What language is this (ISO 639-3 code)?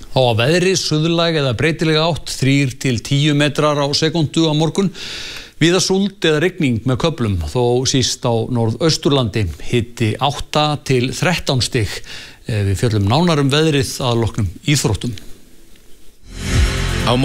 isl